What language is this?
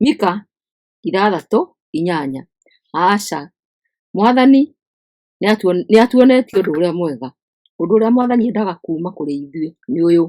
Kikuyu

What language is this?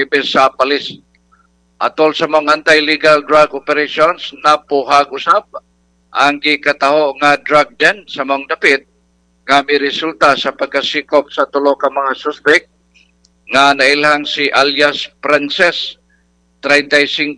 Cebuano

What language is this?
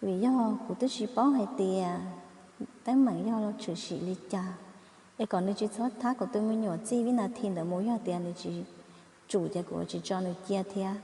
Hmong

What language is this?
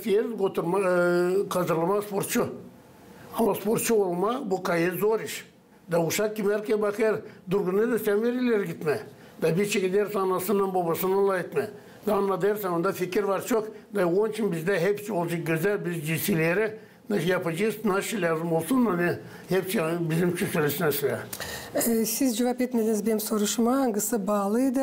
Gagauz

